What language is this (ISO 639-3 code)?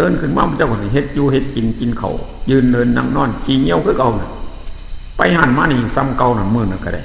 tts